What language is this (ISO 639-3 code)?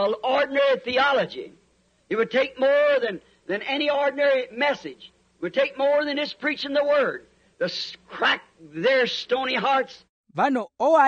vmw